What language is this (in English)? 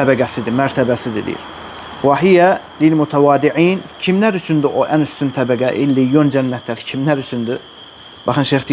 Azerbaijani